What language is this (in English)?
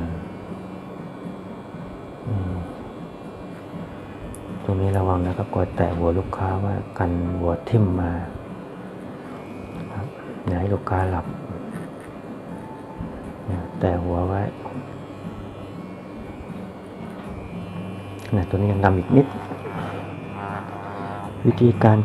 Thai